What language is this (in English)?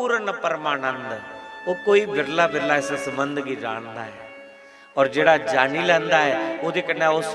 Dogri